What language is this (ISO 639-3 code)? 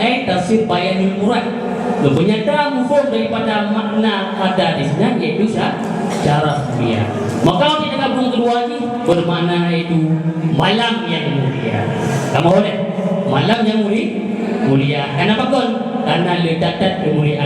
ace